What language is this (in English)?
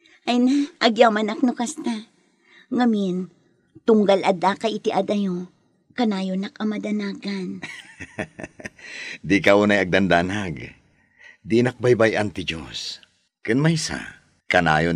Iloko